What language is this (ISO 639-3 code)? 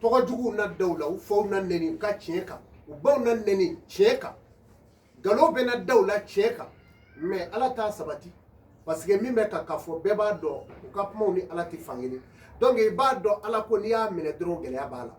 bam